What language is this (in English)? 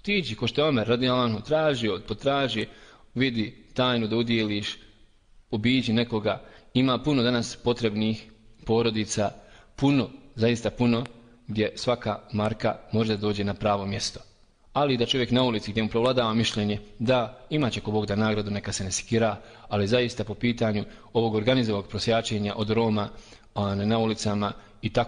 Bosnian